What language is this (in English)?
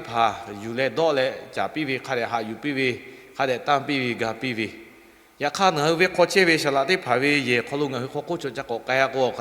Lahu